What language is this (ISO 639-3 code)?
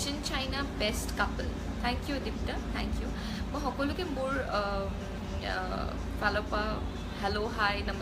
asm